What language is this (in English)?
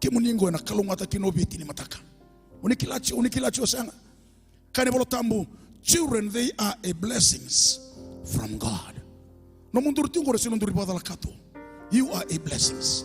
Fijian